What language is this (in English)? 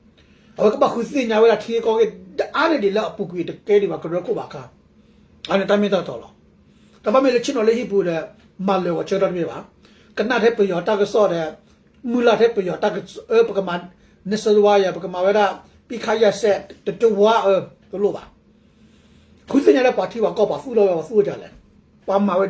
S'gaw Karen